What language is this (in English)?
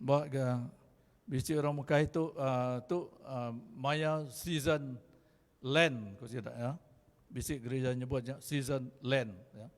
Iban